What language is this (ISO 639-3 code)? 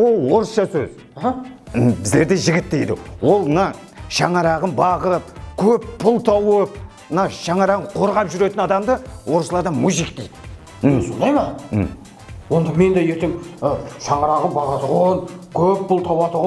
kaa